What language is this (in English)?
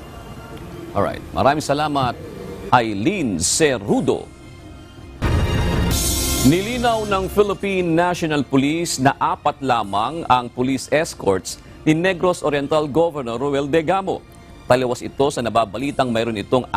Filipino